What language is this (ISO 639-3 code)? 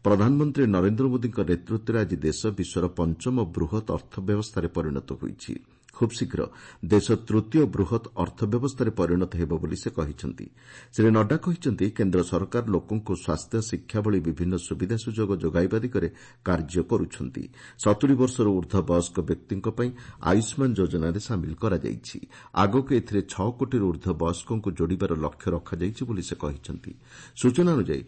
ori